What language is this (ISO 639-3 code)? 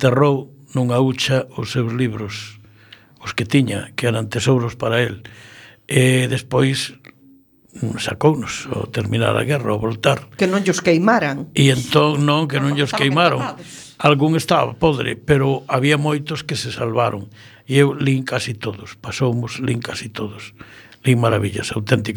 glg